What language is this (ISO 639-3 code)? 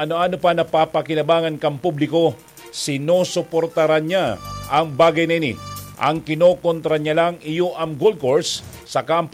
bik